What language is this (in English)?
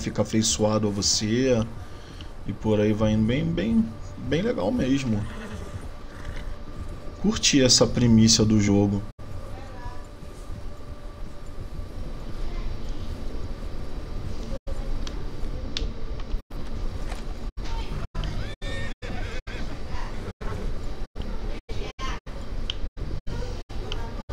Portuguese